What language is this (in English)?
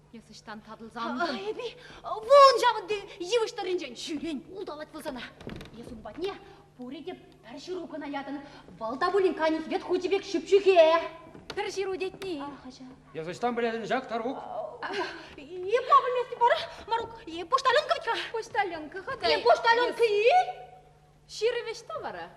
Chuvash